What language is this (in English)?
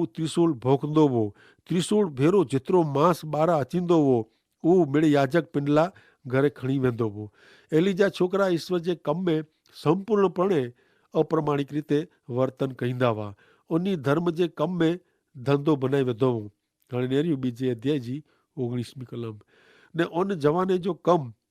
Kachhi